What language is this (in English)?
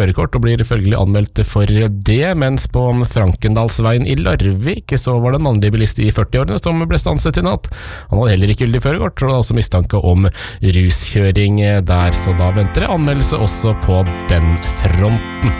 Norwegian